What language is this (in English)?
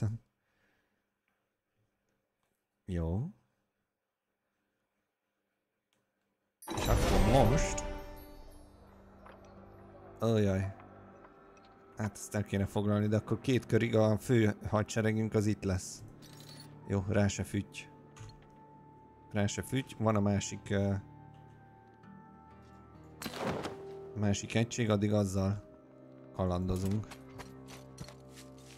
Hungarian